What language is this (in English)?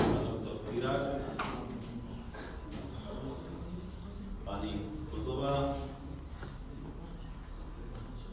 Slovak